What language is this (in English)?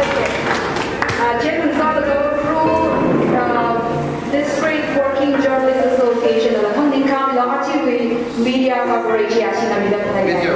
Tangkhul Naga (India)